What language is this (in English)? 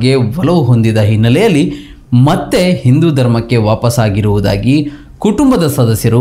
Kannada